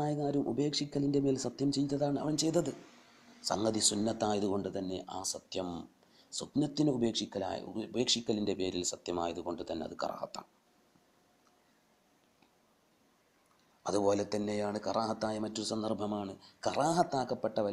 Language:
Malayalam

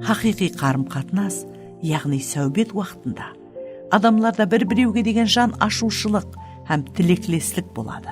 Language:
Kara-Kalpak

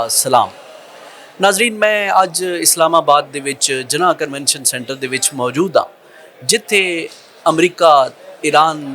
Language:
Western Panjabi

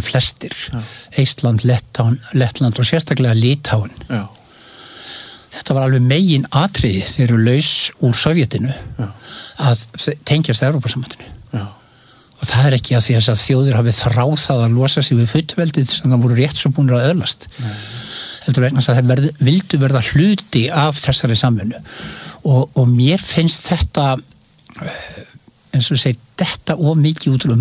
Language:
Icelandic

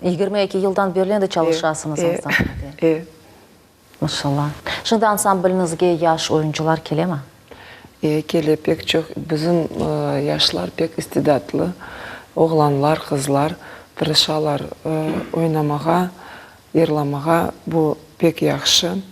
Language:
Crimean Tatar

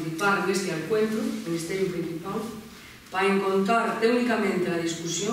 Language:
Asturian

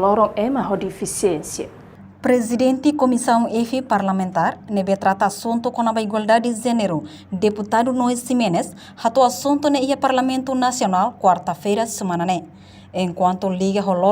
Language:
Tetum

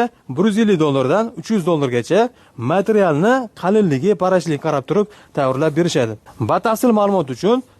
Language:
Uzbek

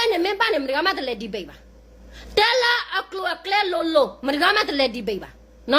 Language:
S'gaw Karen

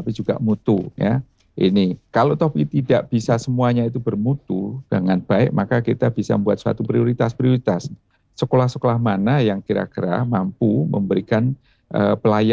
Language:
Indonesian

